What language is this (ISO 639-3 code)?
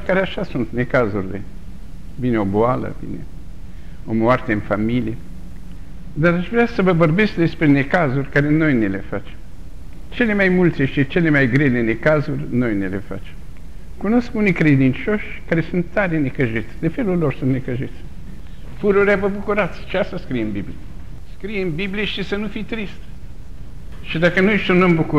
ron